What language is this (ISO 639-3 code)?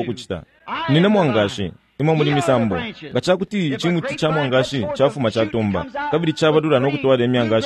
bem